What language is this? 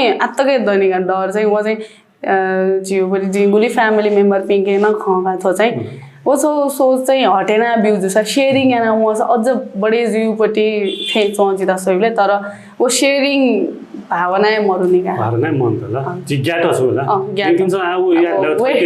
Newari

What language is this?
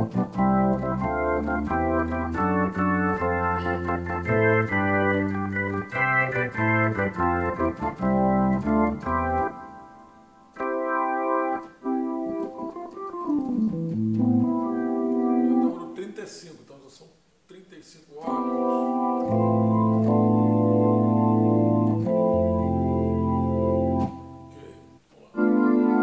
Portuguese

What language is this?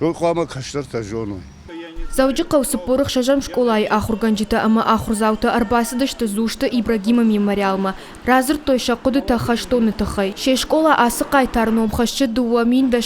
Ossetic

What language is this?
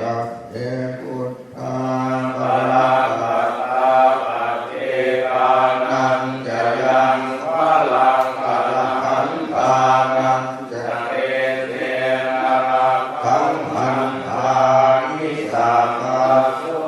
Pali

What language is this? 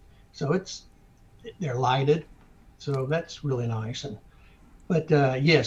English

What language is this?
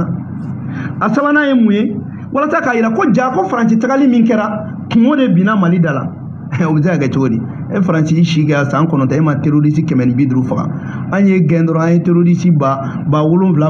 Bambara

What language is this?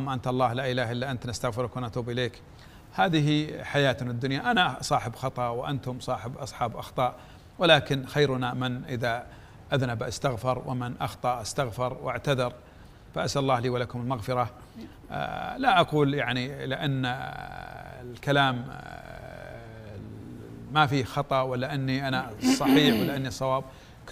Arabic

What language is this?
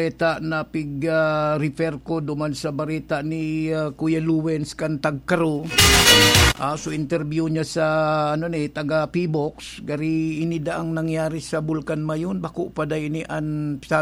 Bikol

